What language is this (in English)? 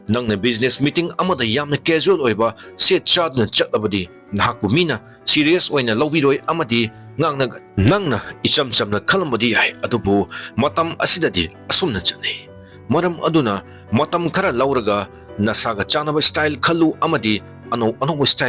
Manipuri